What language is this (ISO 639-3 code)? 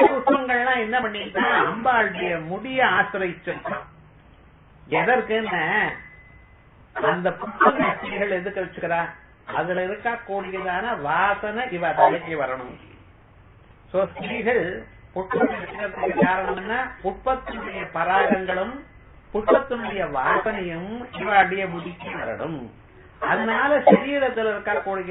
tam